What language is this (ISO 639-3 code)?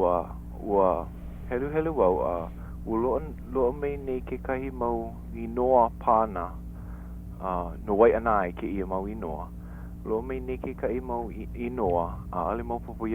haw